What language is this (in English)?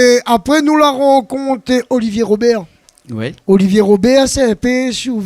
Réunion Creole French